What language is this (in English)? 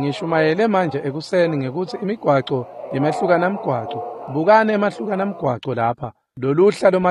Swati